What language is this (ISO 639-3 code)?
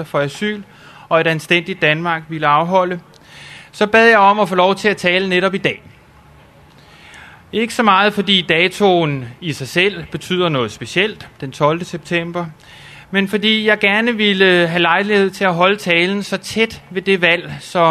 dan